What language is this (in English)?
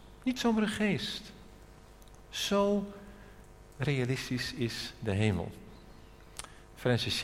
Dutch